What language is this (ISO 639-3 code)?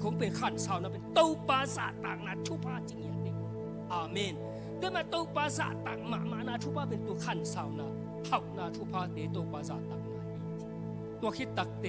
ctd